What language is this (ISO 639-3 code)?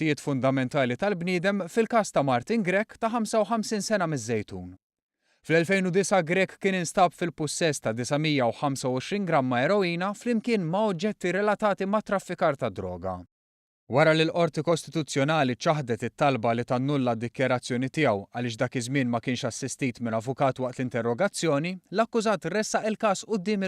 mlt